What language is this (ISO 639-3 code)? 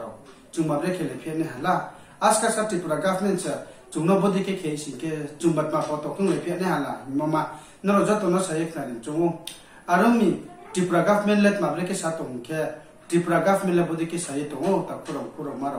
ria